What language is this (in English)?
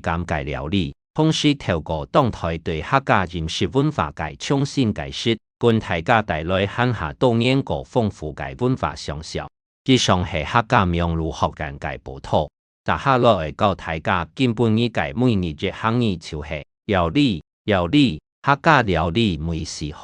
Hakka Chinese